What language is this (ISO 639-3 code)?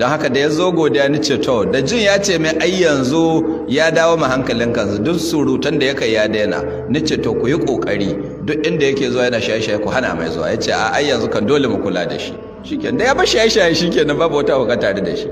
hau